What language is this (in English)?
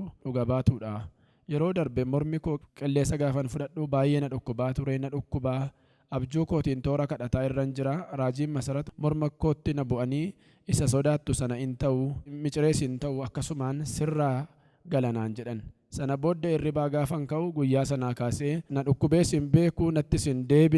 Oromo